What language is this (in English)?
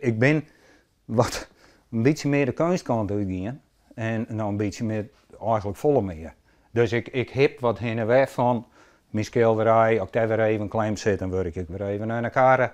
Western Frisian